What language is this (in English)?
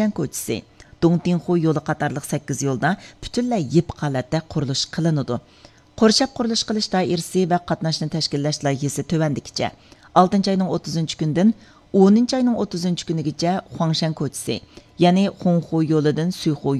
Uyghur